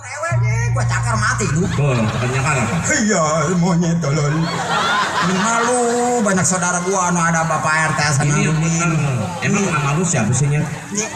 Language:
Betawi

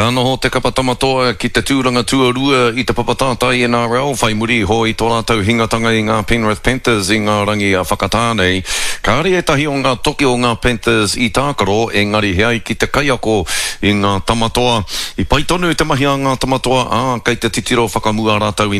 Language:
Māori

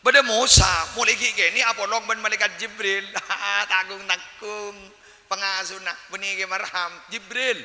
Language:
Madurese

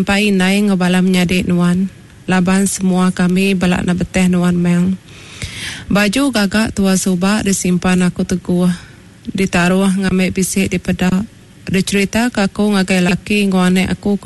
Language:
Iban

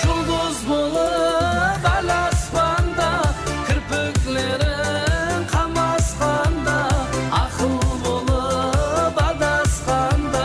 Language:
Kara-Kalpak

